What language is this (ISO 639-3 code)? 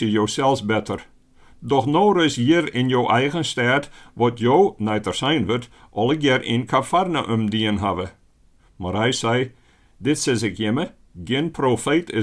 fry